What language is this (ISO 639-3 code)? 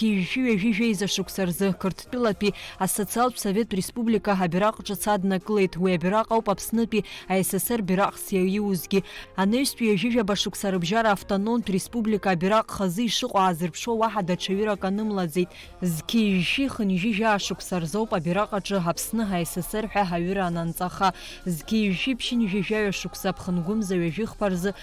abk